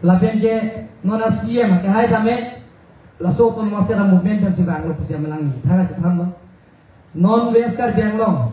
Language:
Karbi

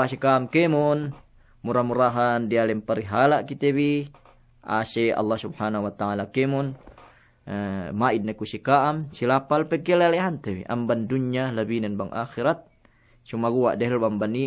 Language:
Yakan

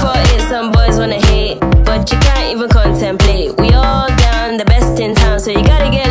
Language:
English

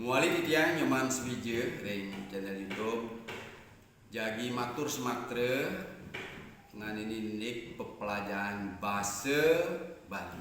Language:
Balinese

